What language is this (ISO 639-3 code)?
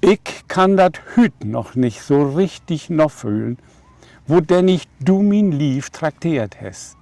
nds